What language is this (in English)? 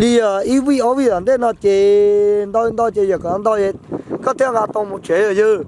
Hmong